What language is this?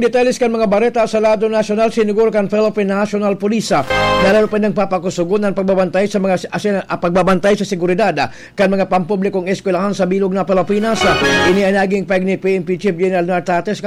Bikol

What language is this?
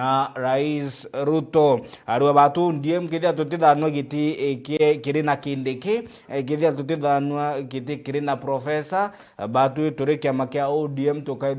Meru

